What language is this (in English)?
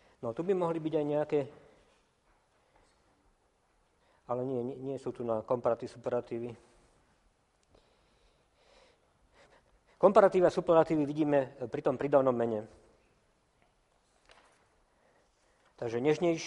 Slovak